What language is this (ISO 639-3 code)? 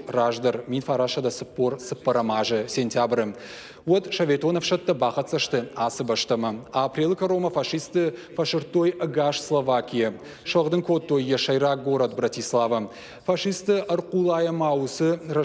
oss